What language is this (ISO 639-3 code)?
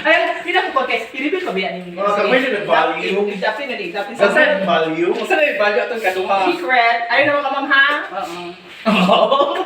ceb